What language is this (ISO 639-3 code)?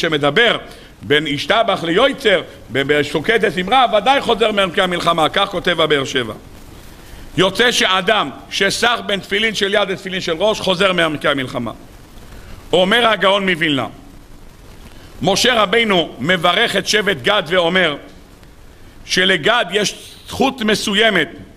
heb